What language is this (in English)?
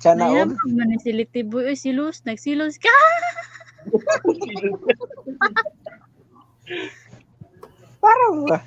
Cebuano